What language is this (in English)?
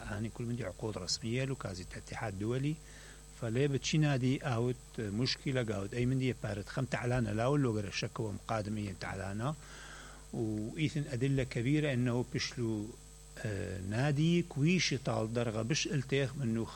Mesopotamian Arabic